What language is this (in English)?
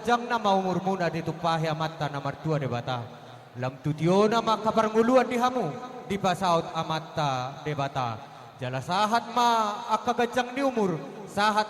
Batak Toba